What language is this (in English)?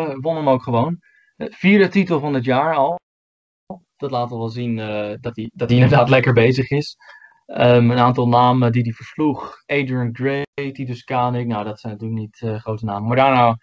Dutch